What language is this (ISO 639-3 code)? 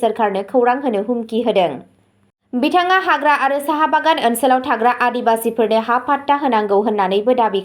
brx